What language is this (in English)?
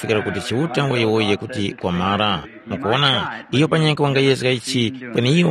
Tumbuka